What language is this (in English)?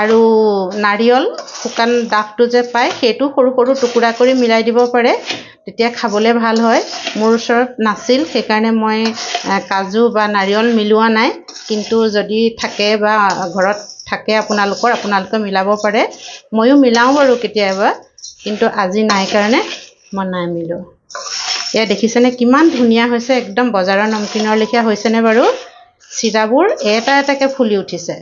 Assamese